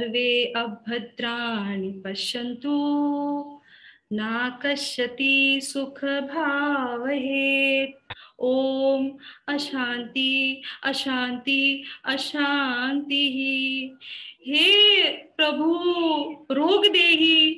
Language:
Sanskrit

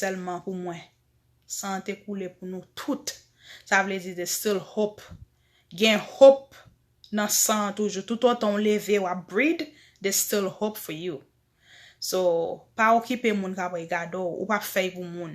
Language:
Haitian Creole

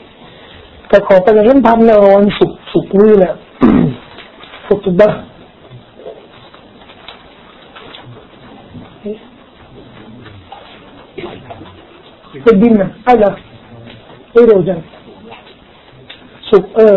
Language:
Thai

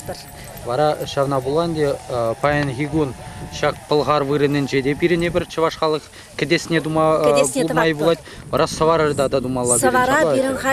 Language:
Chuvash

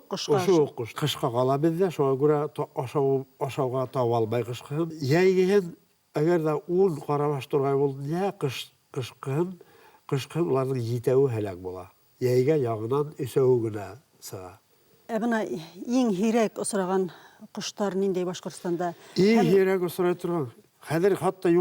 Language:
Bashkir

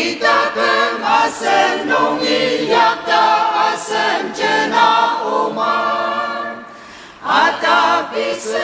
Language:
Ao Naga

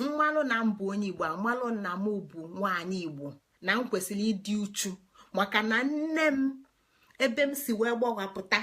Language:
Igbo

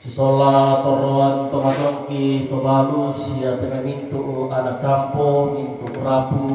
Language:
Toraja-Sa'dan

